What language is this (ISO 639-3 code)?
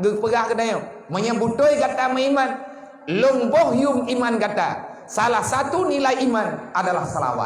ace